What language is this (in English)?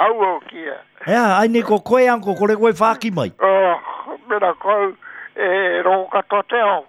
Māori